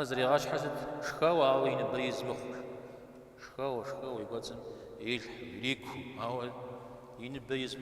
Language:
Kabardian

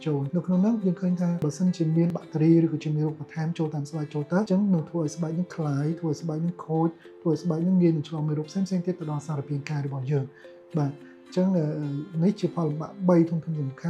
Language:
Khmer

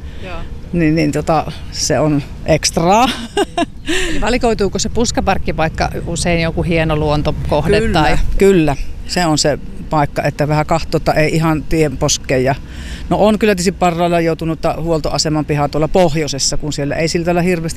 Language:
Finnish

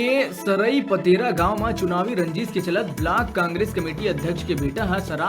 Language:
Chhattisgarhi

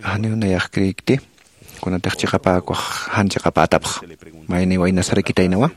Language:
Aymara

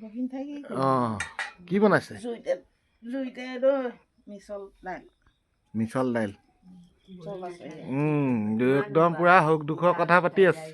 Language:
Assamese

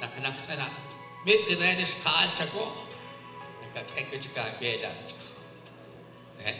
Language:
Kekchí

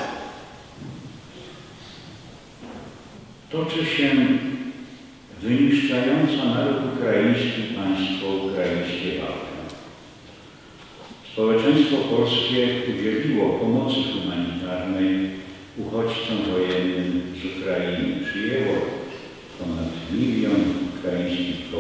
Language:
Polish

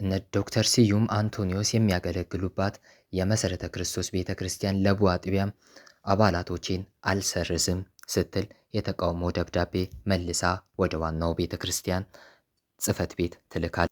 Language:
Amharic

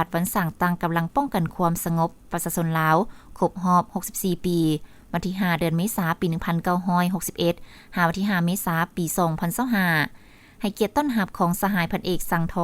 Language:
Lao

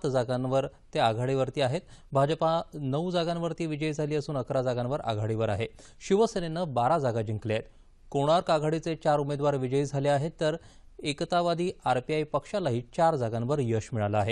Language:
Marathi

